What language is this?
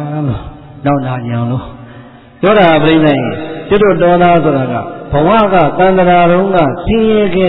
Burmese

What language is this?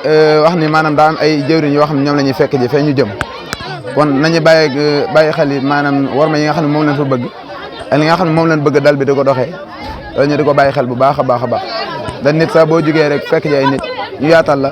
Wolof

